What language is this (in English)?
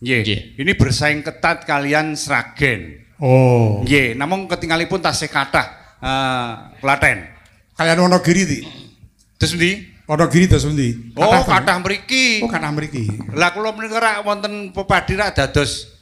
Javanese